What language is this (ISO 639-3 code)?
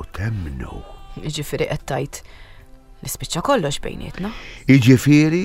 mlt